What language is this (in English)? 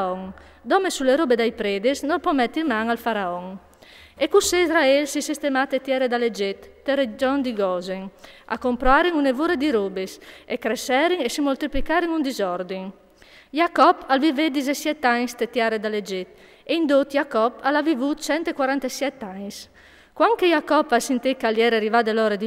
Friulian